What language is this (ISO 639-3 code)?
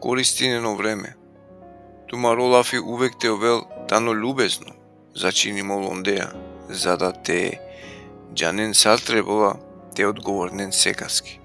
rmn